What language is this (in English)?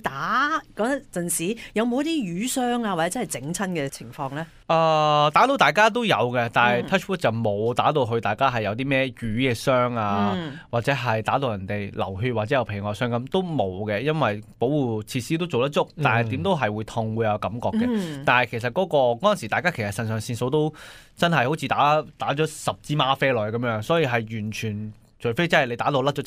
Cantonese